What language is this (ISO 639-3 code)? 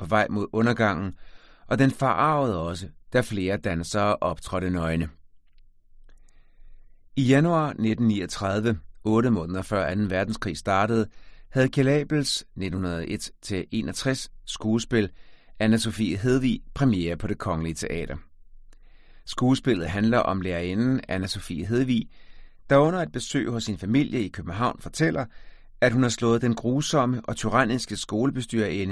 dan